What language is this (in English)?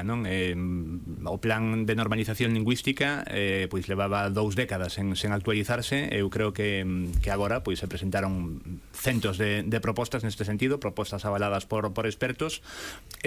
Galician